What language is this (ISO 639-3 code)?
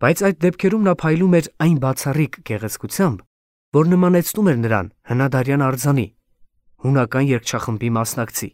hye